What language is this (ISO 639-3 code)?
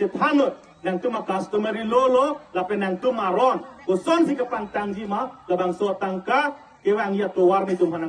mjw